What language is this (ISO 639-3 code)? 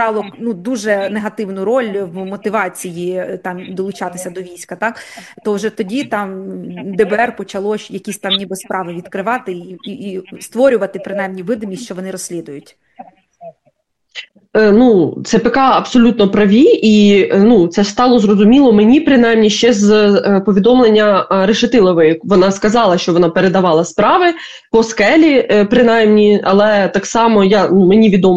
ukr